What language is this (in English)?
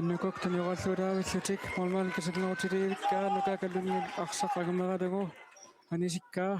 Kalaallisut